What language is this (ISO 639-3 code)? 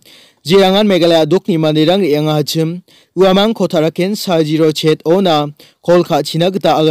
grt